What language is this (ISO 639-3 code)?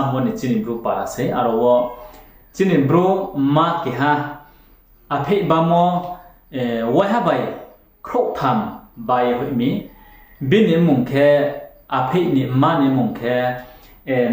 ria